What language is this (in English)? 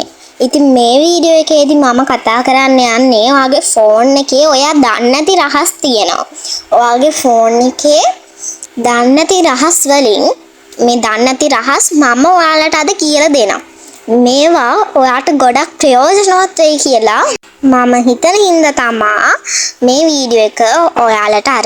Sinhala